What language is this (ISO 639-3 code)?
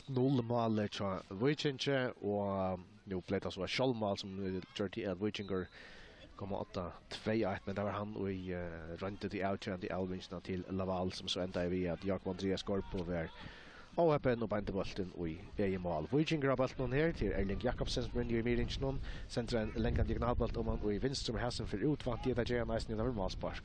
fao